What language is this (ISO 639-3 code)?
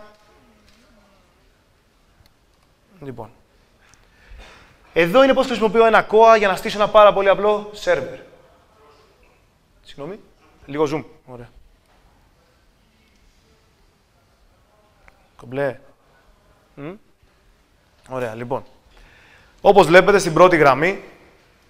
ell